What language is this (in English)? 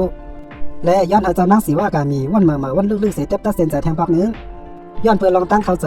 Shan